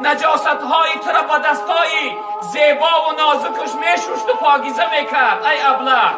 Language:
Tajik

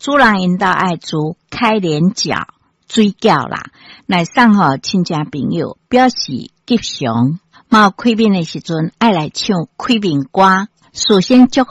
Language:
Min Nan Chinese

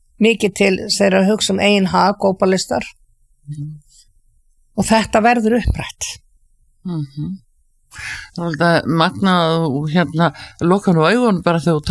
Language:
Icelandic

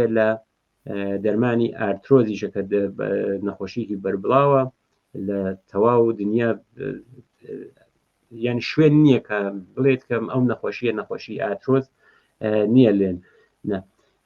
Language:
Central Kurdish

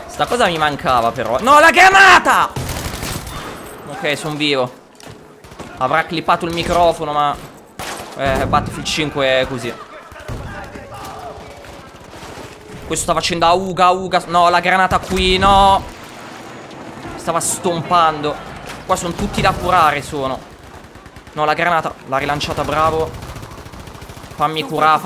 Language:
Italian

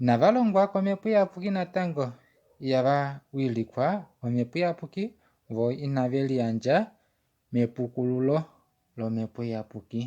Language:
Kuanyama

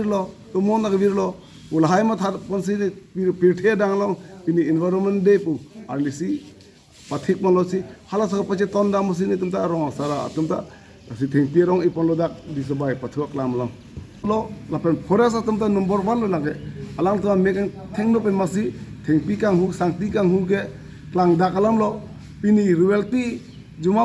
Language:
Karbi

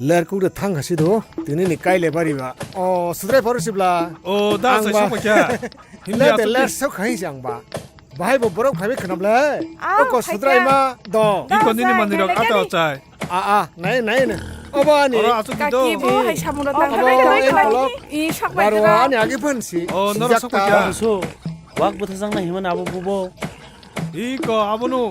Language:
Kok Borok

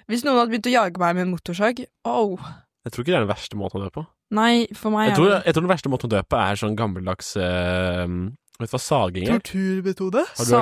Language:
Norwegian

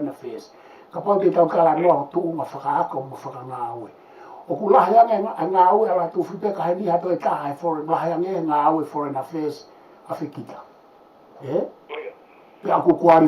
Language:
Tongan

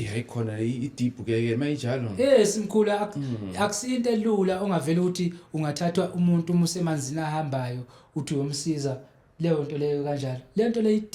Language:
Zulu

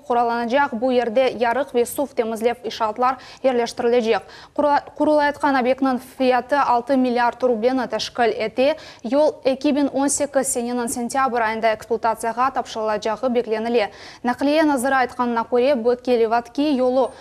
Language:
Crimean Tatar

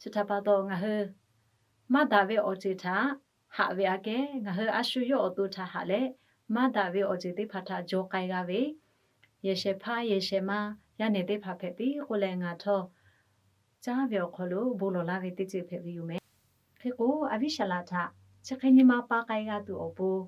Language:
Lahu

